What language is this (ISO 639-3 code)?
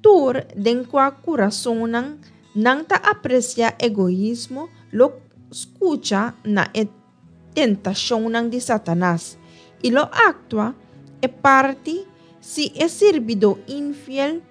pap